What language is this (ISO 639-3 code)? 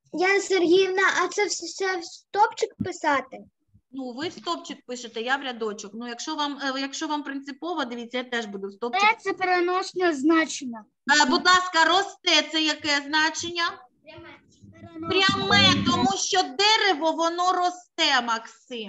ukr